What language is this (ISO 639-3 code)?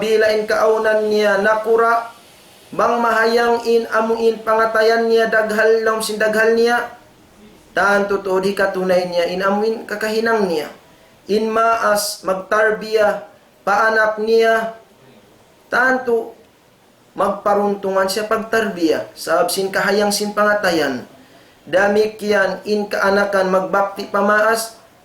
tsg